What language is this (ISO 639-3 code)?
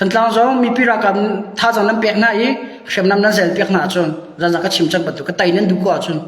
cnh